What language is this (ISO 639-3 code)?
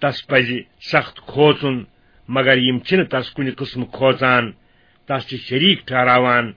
kas